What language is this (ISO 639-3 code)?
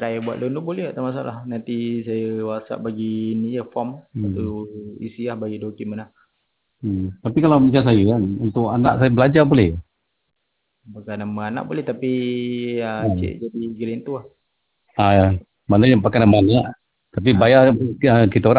msa